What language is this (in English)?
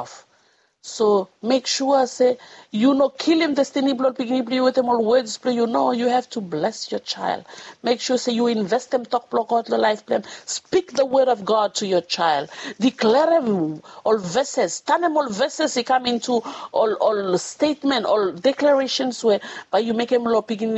Bislama